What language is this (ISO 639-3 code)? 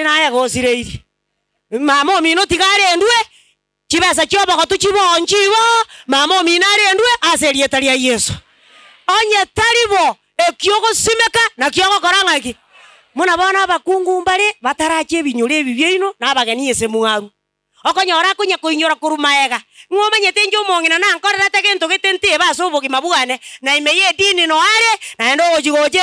guz